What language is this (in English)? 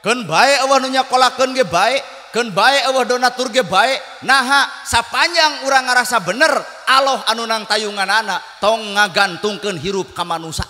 Sundanese